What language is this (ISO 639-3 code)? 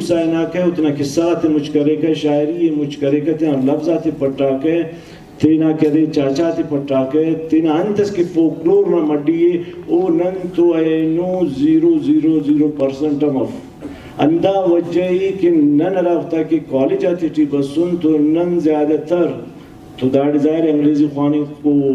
brh